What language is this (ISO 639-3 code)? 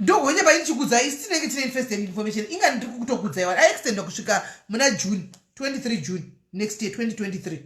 sna